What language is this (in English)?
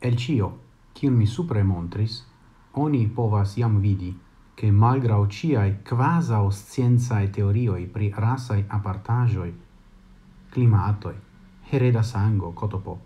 Esperanto